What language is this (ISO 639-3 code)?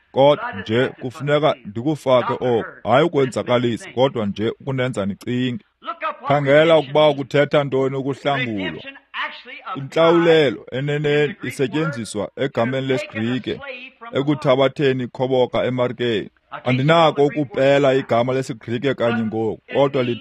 xho